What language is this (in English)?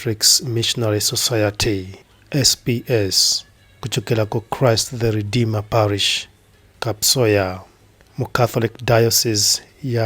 Nyanja